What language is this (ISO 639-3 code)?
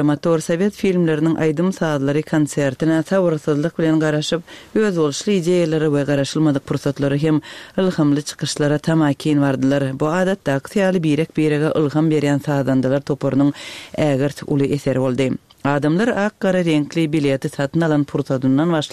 tuk